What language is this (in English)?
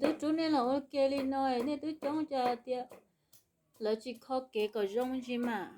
Hmong